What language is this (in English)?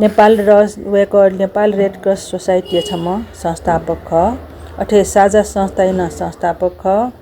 Newari